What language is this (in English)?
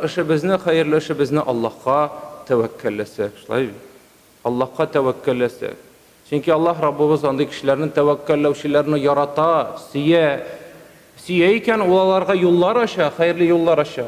Tatar